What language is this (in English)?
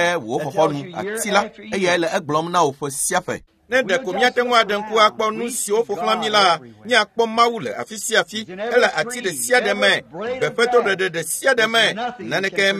Ewe